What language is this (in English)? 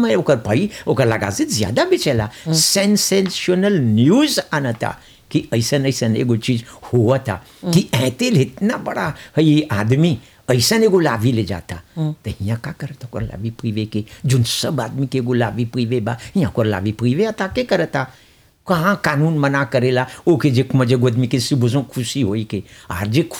Bhojpuri